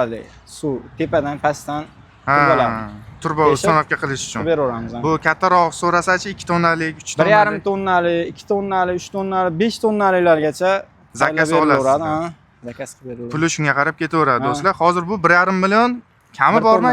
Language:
Uzbek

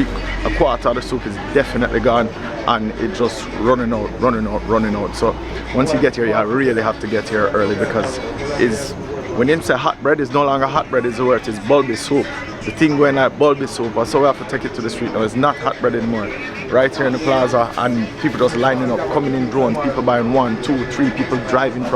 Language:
Jamaican Creole English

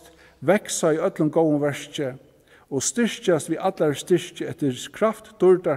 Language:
Faroese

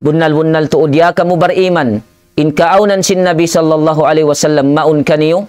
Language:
Tausug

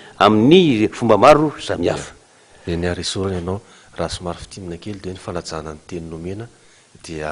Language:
Malagasy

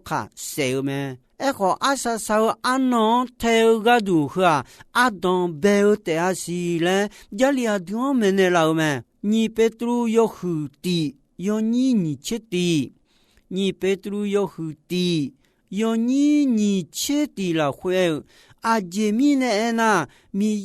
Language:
Akha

